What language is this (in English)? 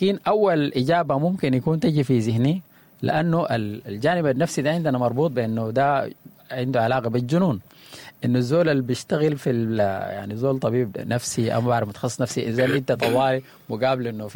Sudanese Arabic